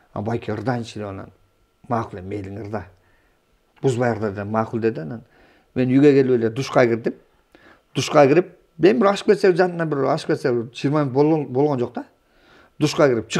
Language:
Kyrgyz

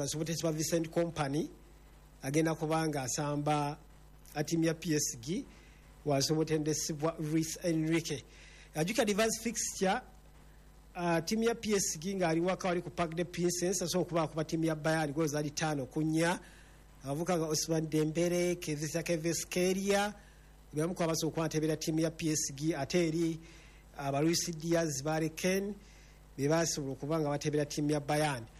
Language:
Ganda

